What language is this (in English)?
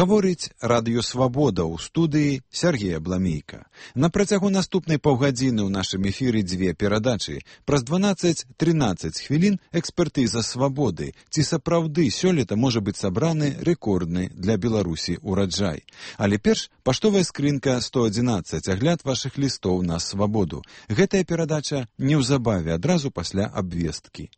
Belarusian